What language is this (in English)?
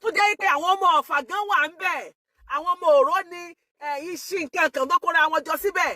Yoruba